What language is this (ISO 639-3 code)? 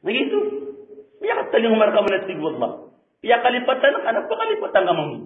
mrw